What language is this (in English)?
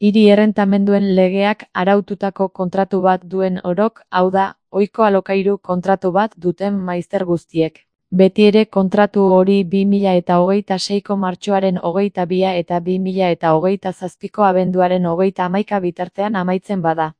Basque